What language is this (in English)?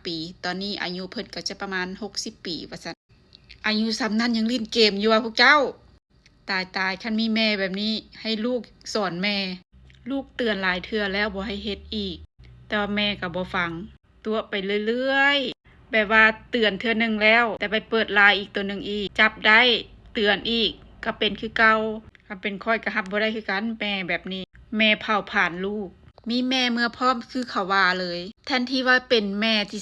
Lao